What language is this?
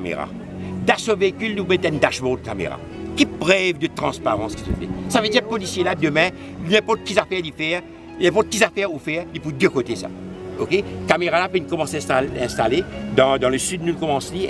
Morisyen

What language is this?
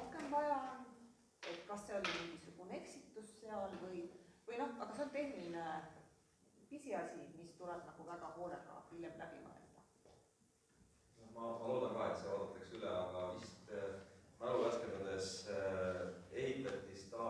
Estonian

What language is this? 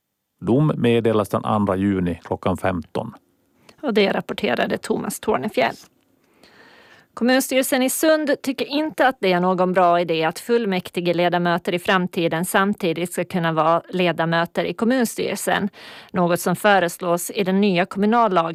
Swedish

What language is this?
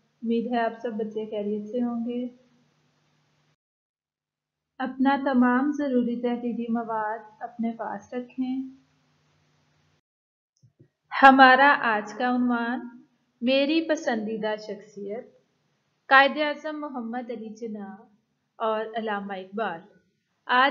Urdu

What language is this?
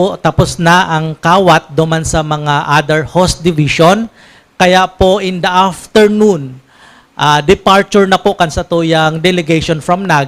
Bikol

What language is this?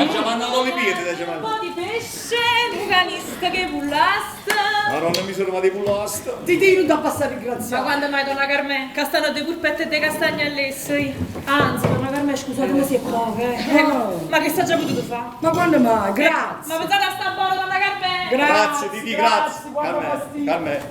Neapolitan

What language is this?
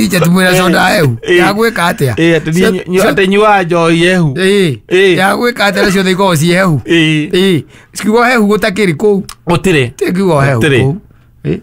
Kikuyu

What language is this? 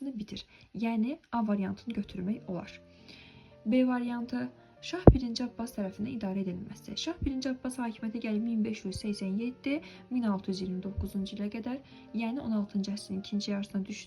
Azerbaijani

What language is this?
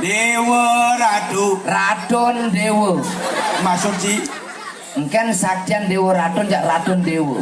Balinese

